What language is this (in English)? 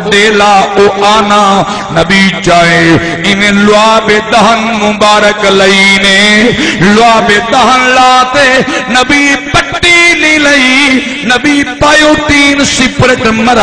Saraiki